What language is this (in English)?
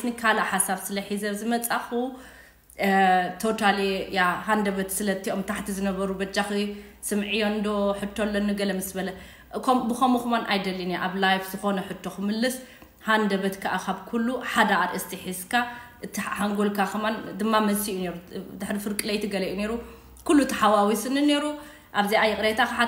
Tigrinya